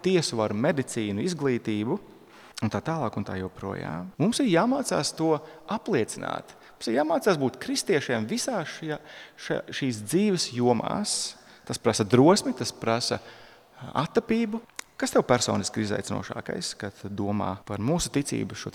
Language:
Latvian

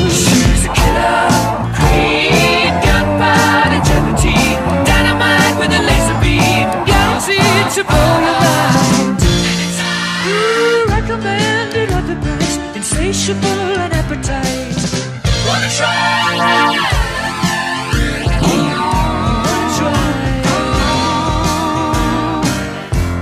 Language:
English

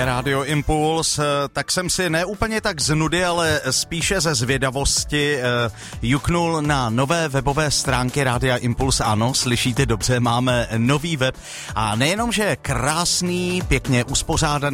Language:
Czech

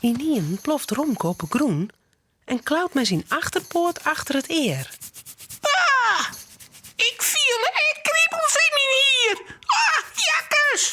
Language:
Western Frisian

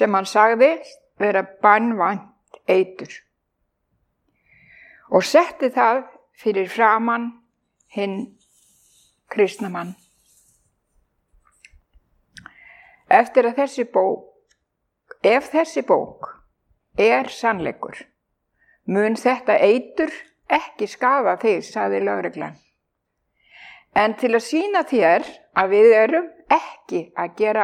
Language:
Icelandic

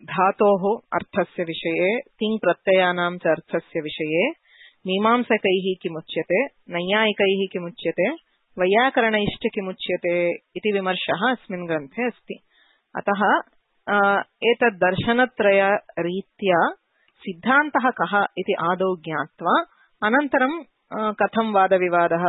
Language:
Sanskrit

